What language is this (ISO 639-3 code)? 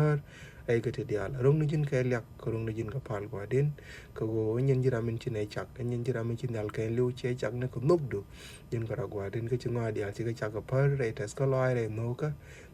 nus